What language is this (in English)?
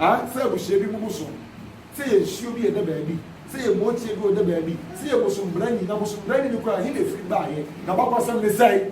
Akan